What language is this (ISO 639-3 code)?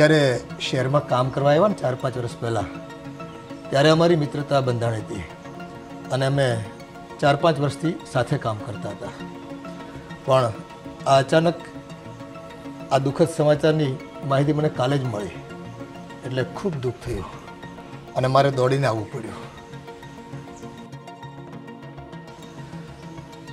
guj